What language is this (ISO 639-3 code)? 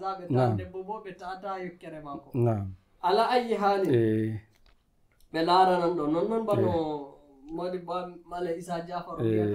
fuv